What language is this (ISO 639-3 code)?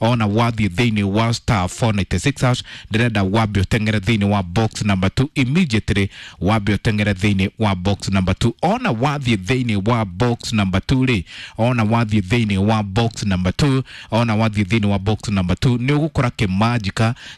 kik